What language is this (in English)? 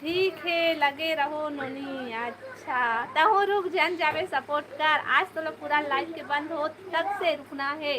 Chhattisgarhi